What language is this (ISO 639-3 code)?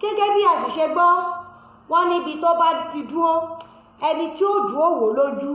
yor